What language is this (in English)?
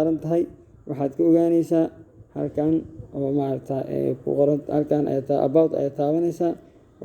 Somali